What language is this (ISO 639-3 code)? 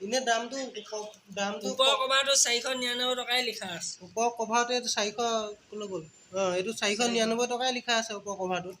asm